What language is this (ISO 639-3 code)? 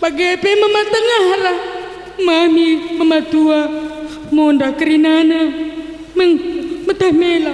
btx